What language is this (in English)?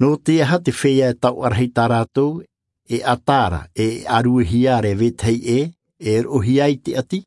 Tahitian